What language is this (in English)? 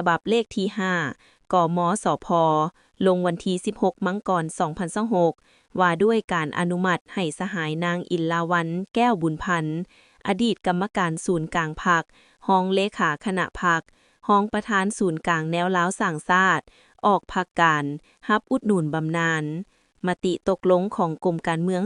Lao